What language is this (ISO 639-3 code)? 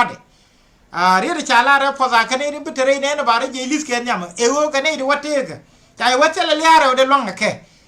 nus